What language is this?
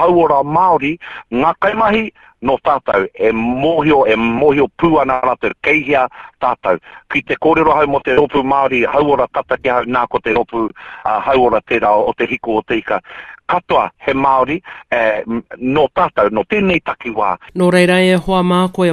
Māori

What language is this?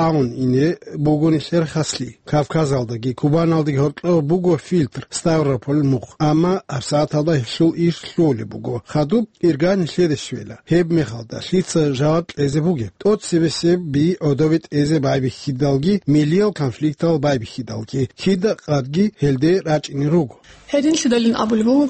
Avaric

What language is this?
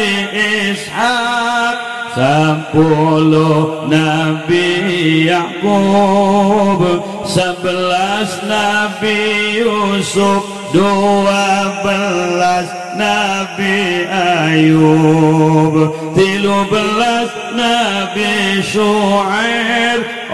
Sundanese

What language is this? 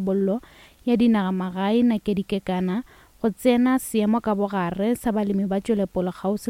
Northern Sotho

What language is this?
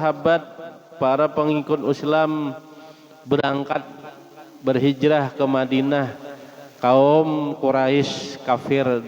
Banjar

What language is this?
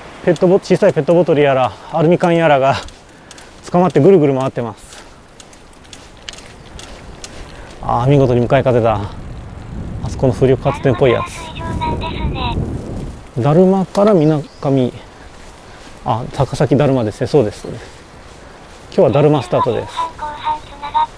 Japanese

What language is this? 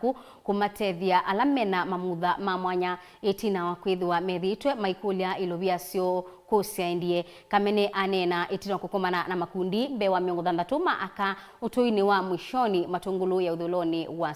Kamba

